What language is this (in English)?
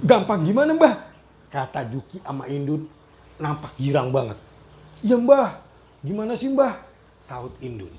Betawi